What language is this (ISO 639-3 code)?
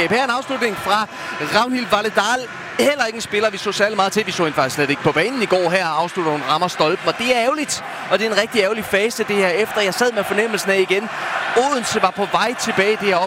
dan